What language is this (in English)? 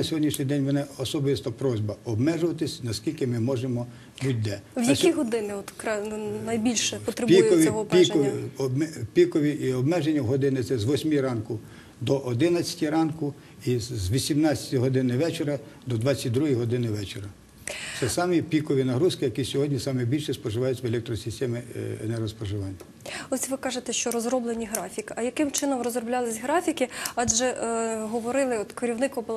Ukrainian